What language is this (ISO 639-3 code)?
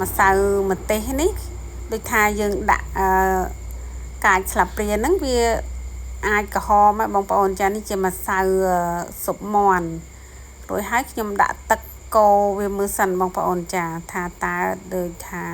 khm